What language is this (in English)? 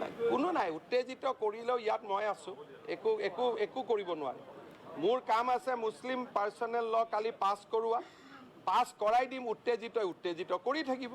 Assamese